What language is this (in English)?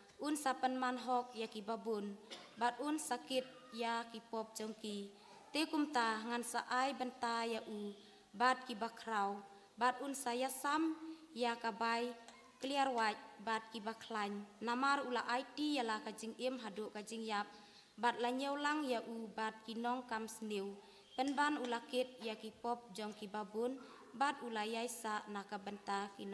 Khasi